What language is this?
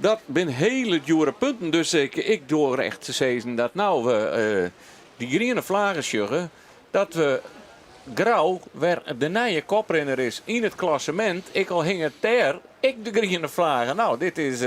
Western Frisian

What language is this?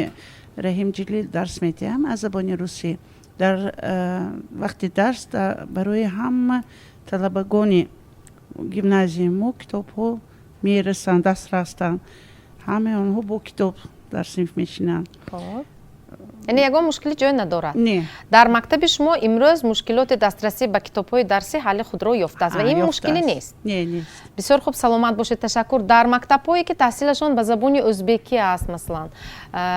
Tajik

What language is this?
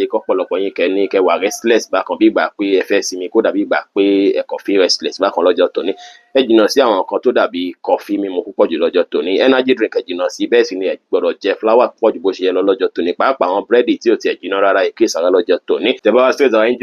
Yoruba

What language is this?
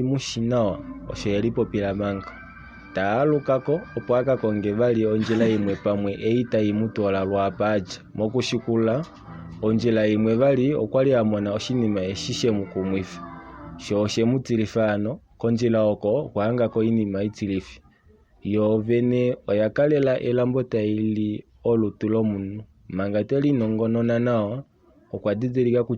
Kuanyama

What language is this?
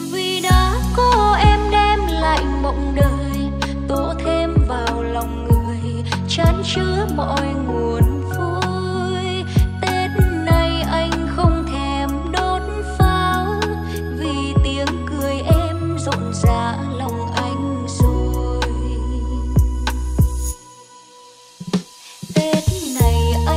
Vietnamese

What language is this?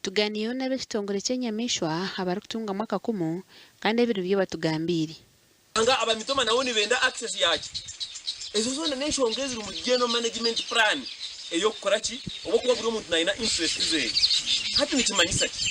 Nyankole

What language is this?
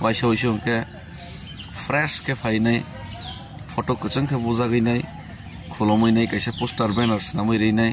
Kok Borok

